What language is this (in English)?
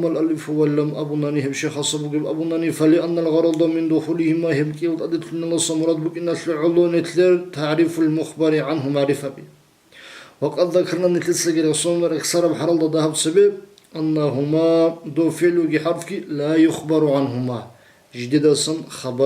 Avaric